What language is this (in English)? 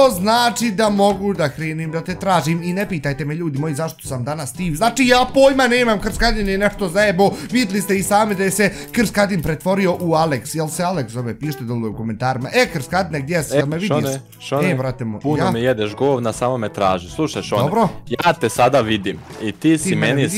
Bosnian